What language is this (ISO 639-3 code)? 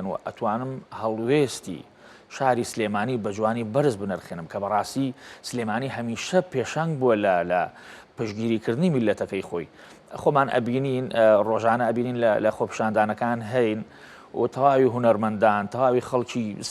ckb